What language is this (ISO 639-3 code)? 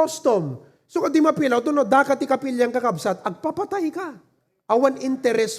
ilo